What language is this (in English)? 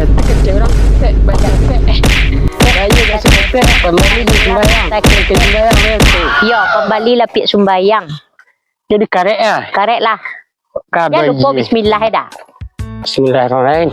Minangkabau